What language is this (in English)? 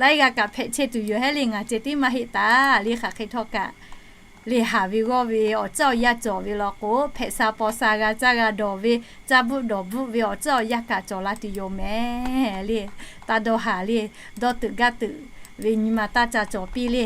Lahu